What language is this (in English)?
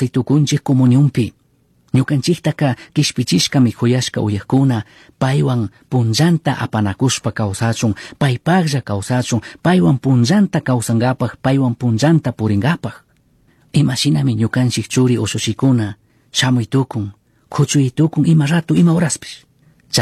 Chimborazo Highland Quichua